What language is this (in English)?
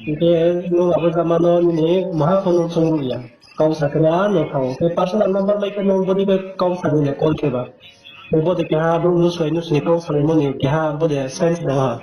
Riang (India)